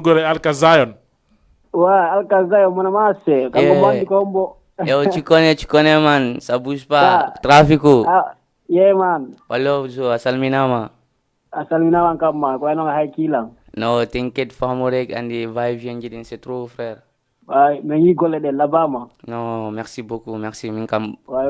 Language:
Fula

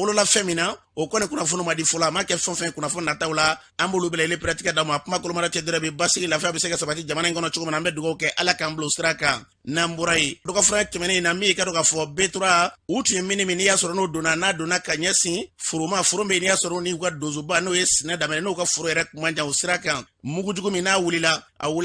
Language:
Bambara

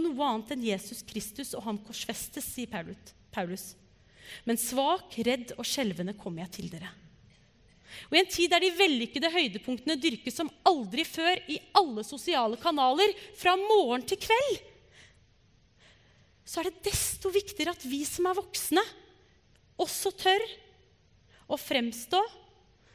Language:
Norwegian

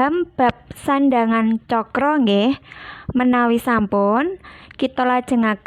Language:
Javanese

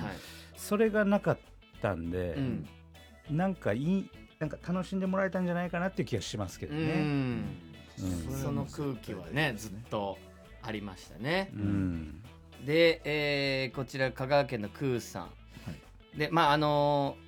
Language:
Japanese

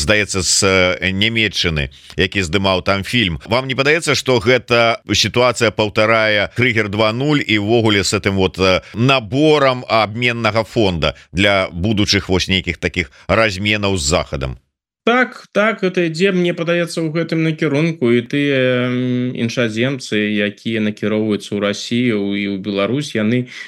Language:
Belarusian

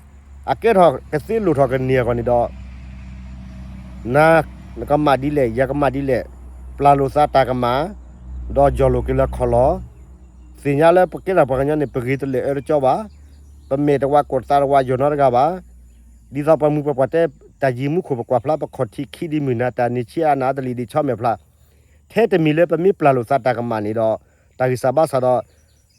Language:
S'gaw Karen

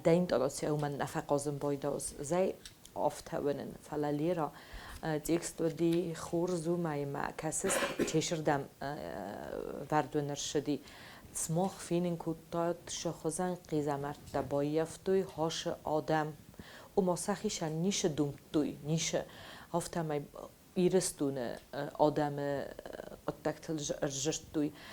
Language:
Ossetic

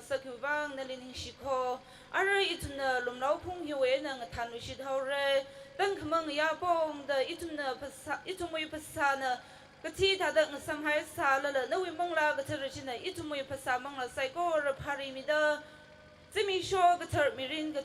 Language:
Tangkhul Naga (India)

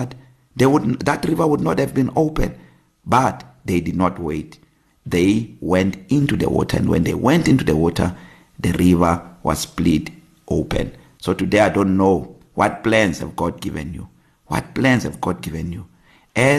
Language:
English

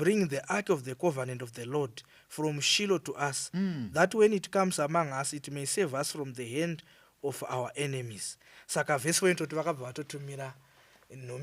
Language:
Shona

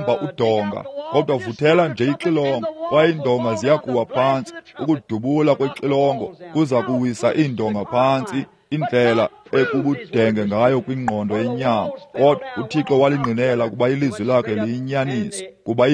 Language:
Xhosa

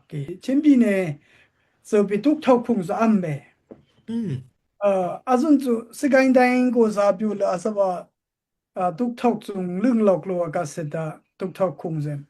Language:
Daai Chin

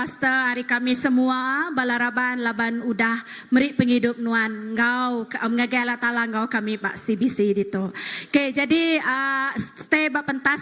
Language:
Iban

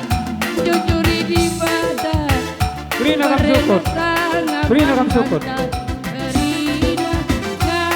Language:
Batak Karo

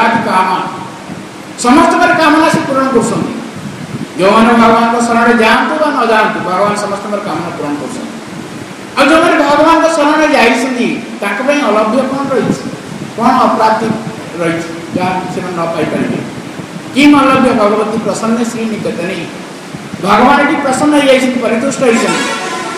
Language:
Odia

